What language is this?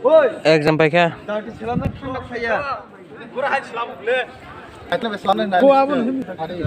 Kok Borok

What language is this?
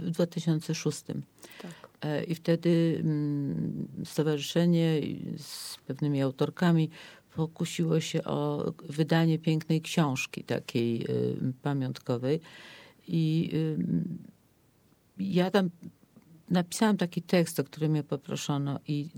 Polish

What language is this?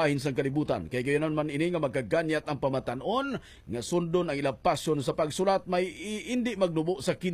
Hiligaynon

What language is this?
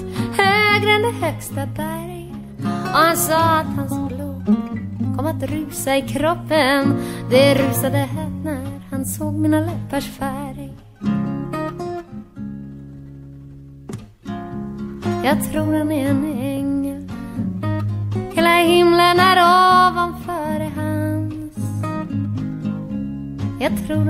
Swedish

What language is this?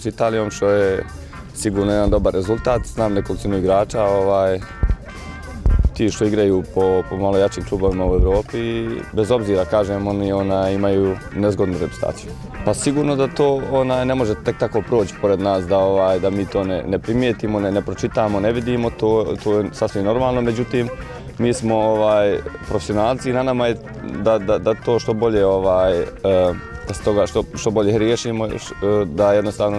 Bosnian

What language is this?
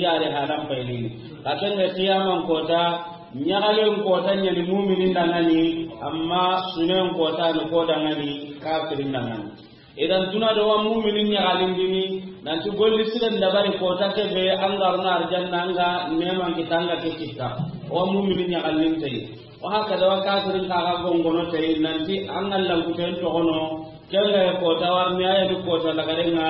Soninke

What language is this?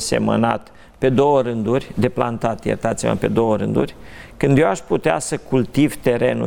Romanian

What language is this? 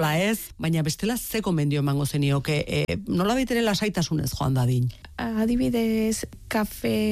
Basque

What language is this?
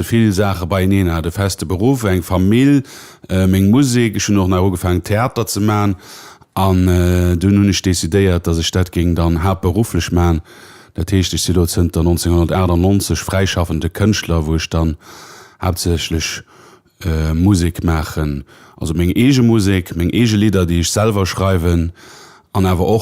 Luxembourgish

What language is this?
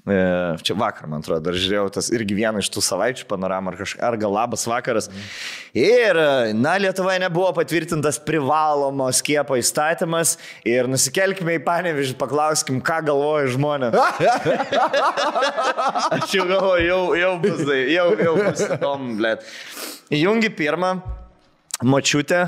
Lithuanian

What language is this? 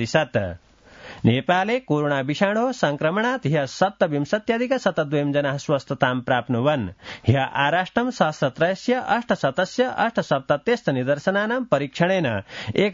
Sanskrit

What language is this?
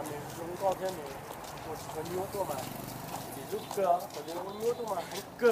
Hmong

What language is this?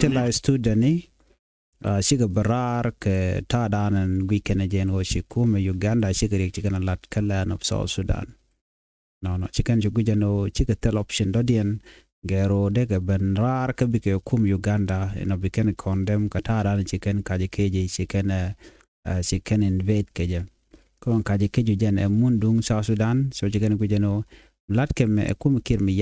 Nuer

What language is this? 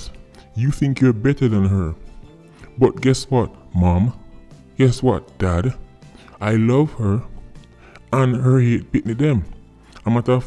Jamaican Creole English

